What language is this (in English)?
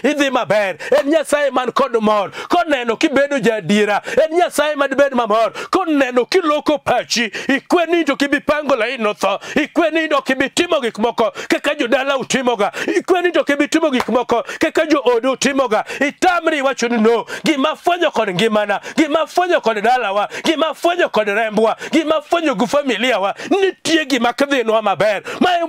Luo (Kenya and Tanzania)